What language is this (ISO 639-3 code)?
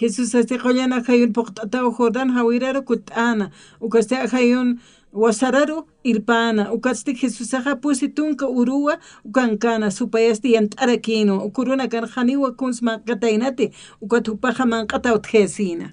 aym